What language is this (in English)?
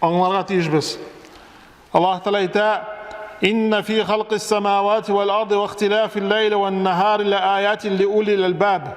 Tatar